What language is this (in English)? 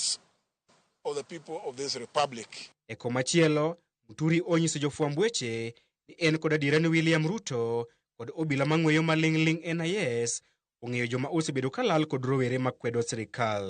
Luo (Kenya and Tanzania)